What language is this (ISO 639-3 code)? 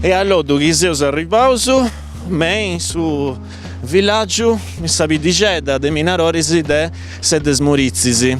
srd